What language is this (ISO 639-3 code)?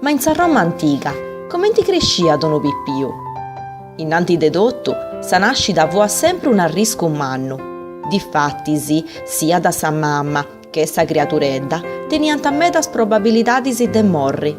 srd